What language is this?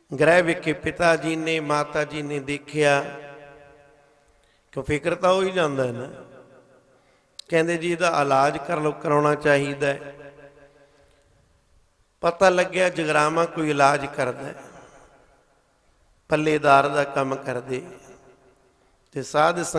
Punjabi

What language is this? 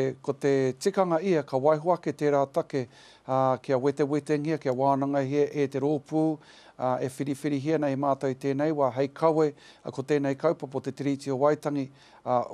Māori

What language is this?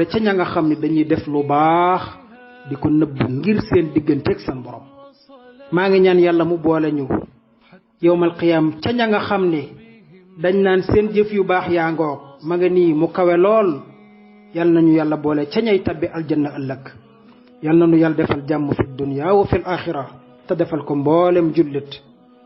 Wolof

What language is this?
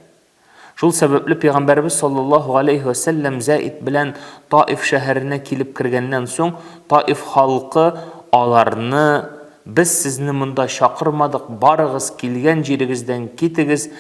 Tatar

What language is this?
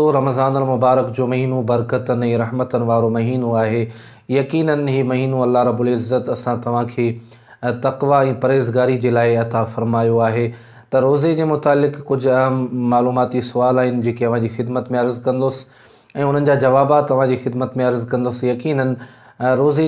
Sindhi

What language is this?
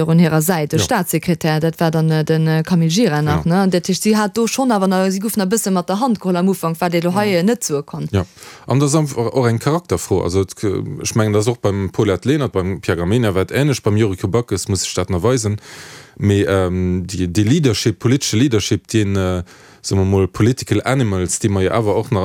Luxembourgish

